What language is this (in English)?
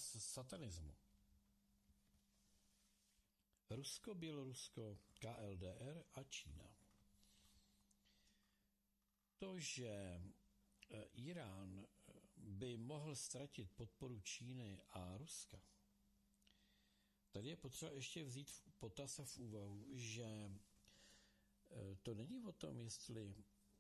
Czech